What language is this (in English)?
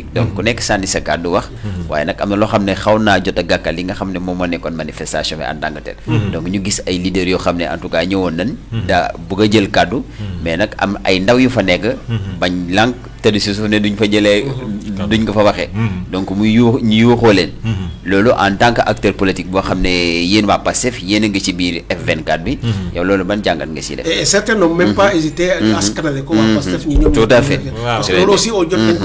Wolof